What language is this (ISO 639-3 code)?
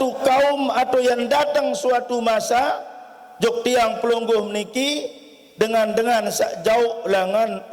sas